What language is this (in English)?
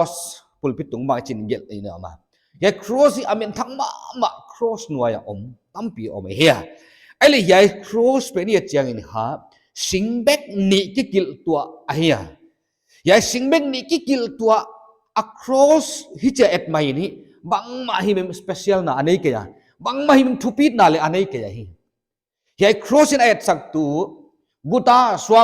Paite Chin